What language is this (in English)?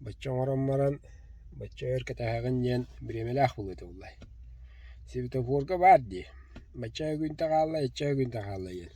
Yakut